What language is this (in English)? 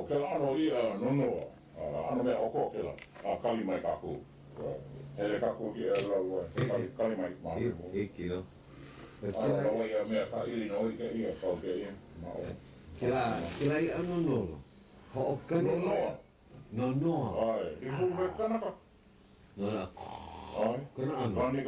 Hawaiian